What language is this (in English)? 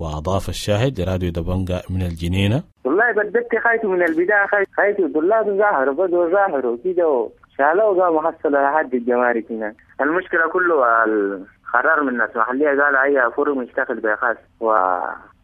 Sudanese Arabic